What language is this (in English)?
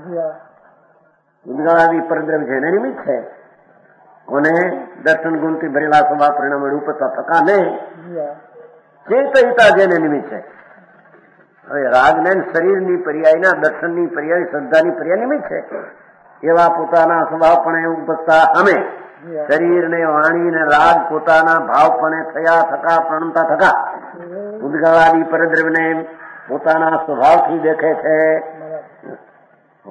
Gujarati